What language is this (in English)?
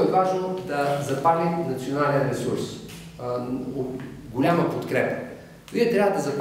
Bulgarian